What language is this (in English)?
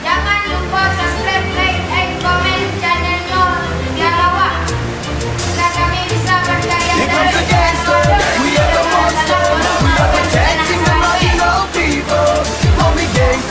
Minangkabau